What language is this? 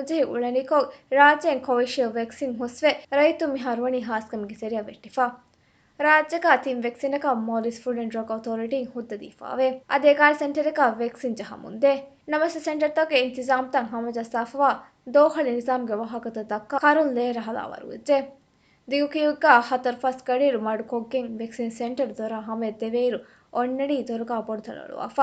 Divehi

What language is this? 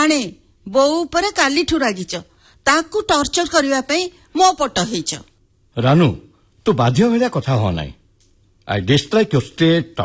Odia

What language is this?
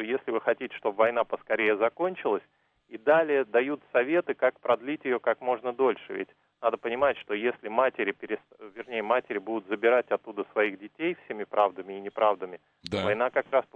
Russian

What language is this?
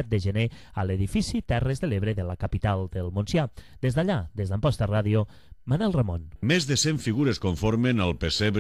Catalan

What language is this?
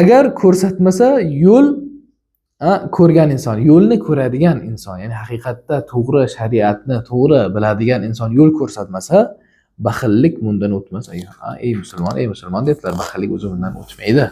Uzbek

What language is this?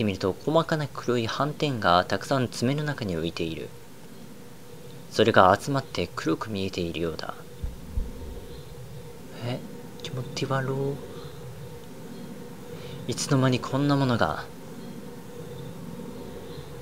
Japanese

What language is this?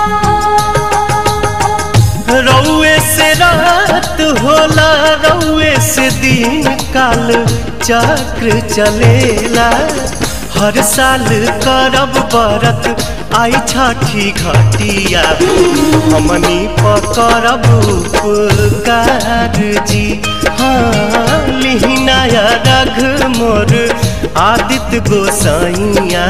Bhojpuri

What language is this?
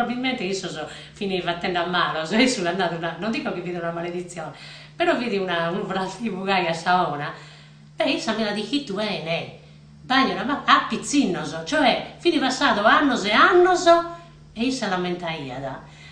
Sardinian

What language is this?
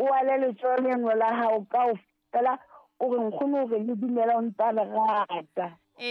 Southern Sotho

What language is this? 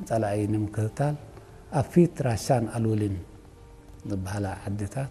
Tigrinya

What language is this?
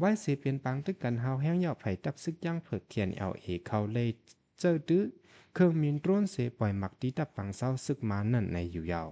Shan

